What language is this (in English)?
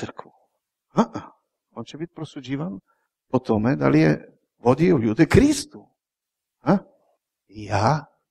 Croatian